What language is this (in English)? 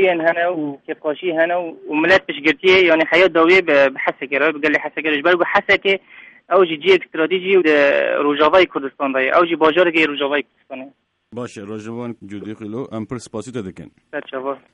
Kurdish